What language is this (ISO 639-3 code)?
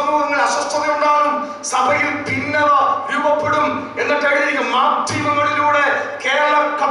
mal